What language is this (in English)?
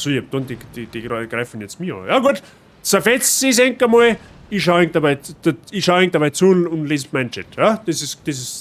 Bavarian